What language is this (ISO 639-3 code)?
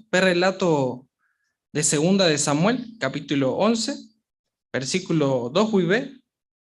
grn